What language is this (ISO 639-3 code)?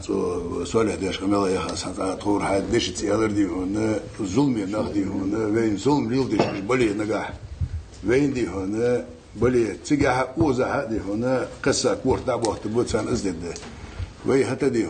inh